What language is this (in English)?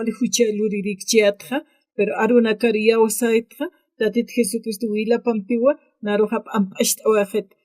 Aymara